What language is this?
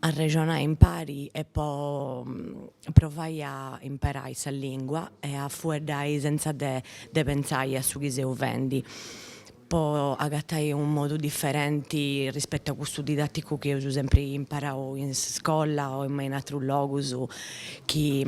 Sardinian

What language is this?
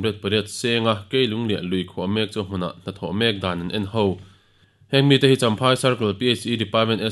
Mizo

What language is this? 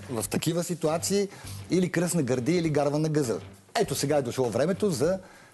Bulgarian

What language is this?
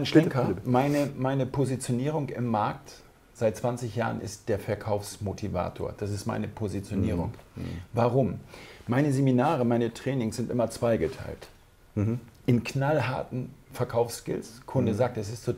German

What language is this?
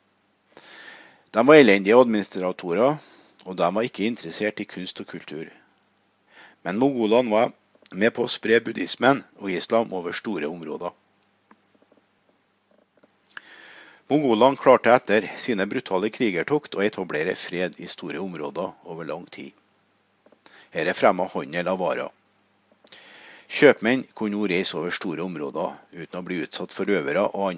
Norwegian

